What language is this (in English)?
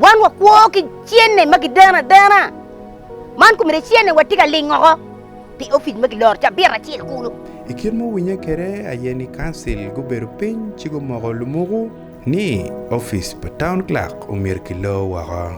Acoli